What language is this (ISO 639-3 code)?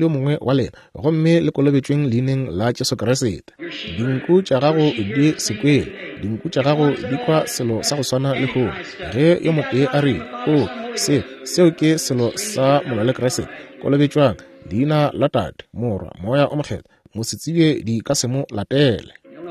nso